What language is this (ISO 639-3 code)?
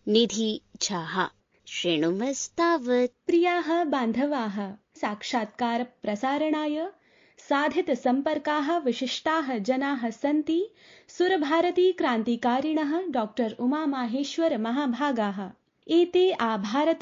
san